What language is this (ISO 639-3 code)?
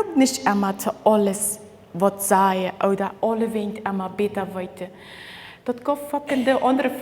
pdt